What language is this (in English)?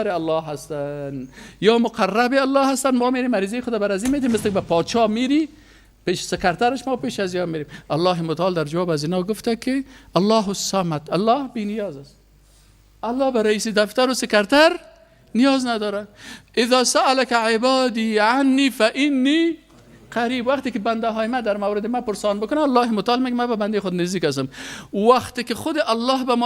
Persian